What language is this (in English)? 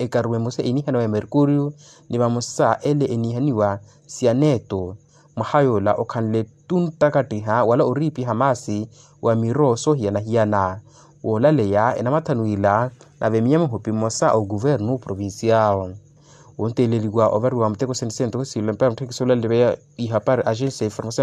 Makhuwa